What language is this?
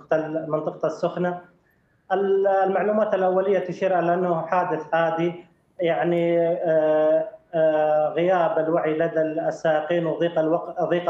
Arabic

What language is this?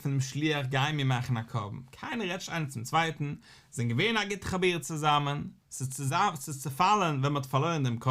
Yiddish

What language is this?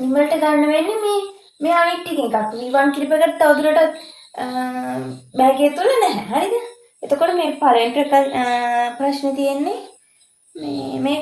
Sinhala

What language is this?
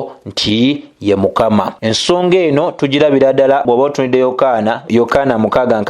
Ganda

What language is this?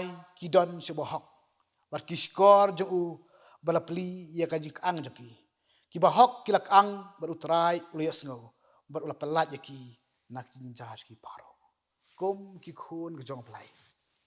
Khasi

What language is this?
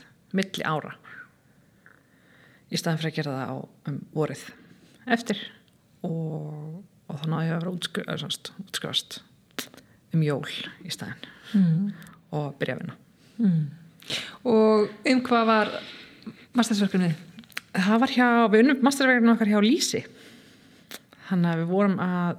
Icelandic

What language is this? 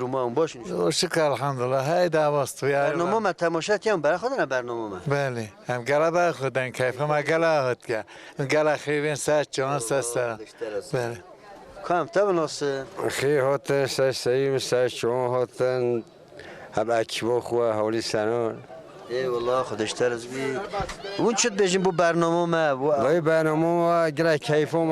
Kurdish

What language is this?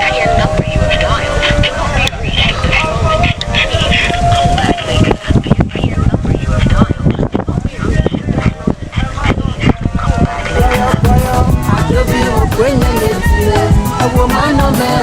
Ewe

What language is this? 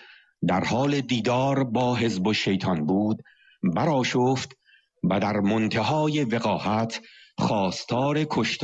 Persian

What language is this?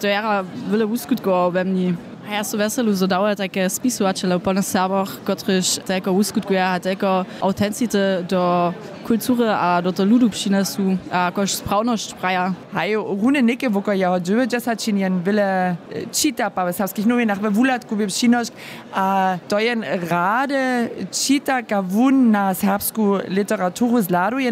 Upper Sorbian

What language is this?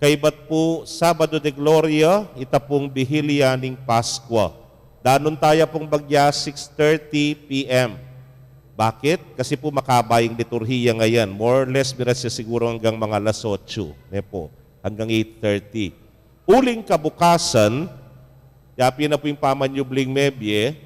Pampanga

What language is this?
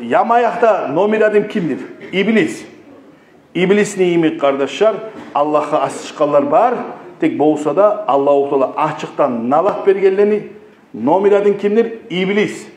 Kumyk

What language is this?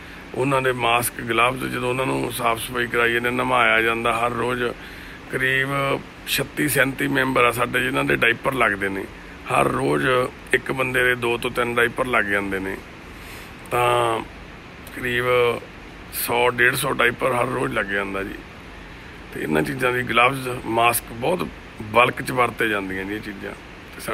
Punjabi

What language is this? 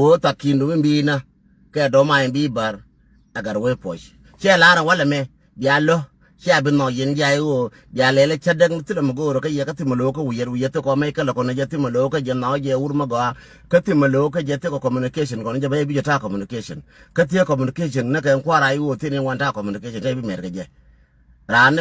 Nuer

